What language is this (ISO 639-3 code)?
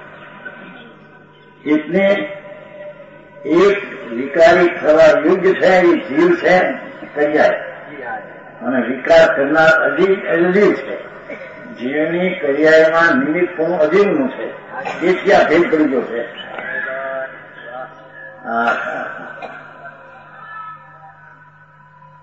guj